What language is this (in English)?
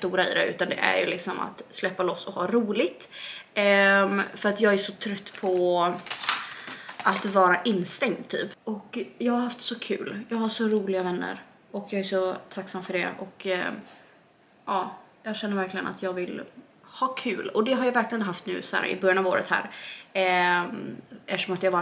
Swedish